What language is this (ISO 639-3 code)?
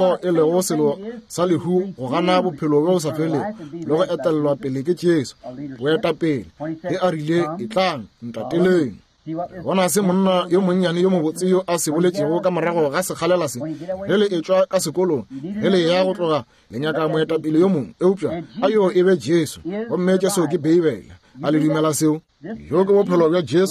nso